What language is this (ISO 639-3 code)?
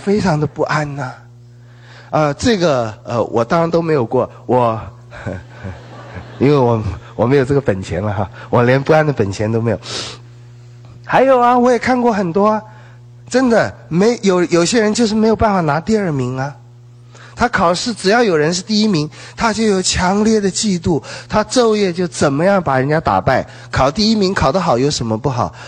zho